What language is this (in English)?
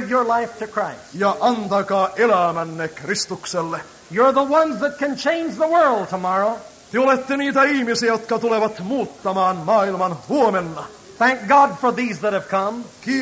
Finnish